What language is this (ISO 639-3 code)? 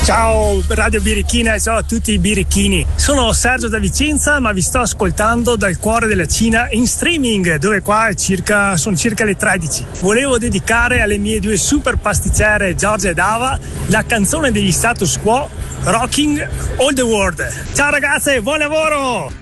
ita